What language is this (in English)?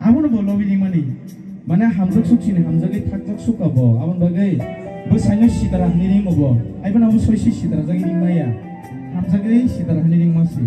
Kok Borok